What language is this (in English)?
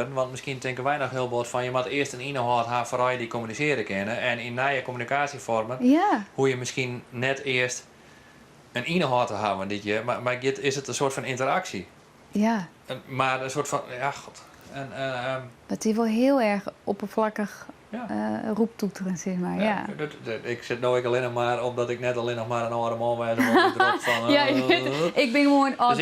Western Frisian